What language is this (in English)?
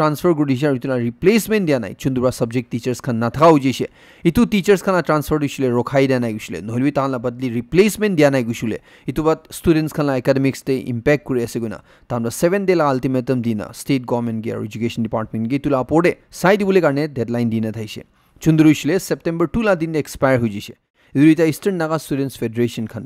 Naga Pidgin